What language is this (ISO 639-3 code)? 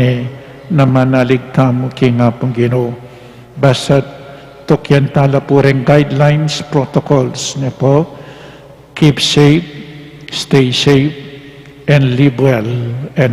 pam